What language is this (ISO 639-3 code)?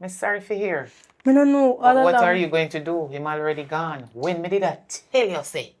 jam